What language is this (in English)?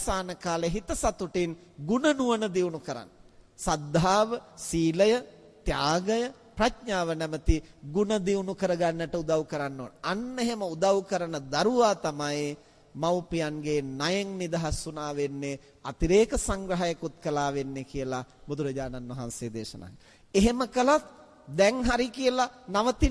Sinhala